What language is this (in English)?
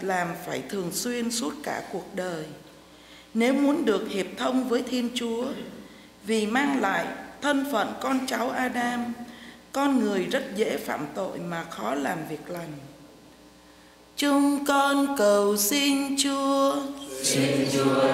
Vietnamese